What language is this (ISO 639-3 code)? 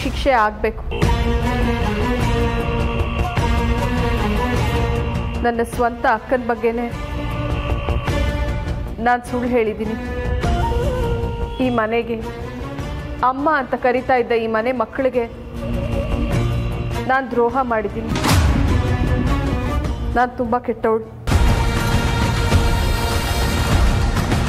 kan